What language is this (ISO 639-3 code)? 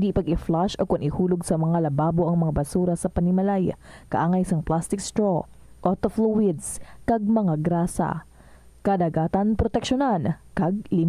hil